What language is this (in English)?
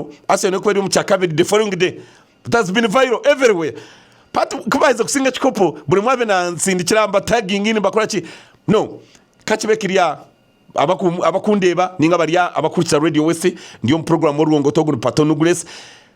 Nyankole